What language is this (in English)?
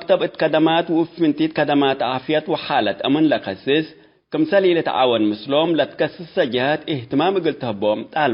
Tigre